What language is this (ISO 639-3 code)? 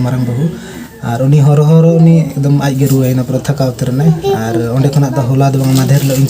sat